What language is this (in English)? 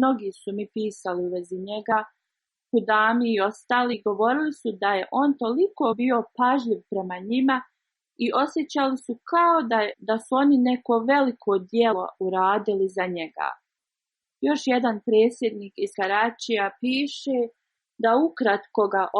Bosnian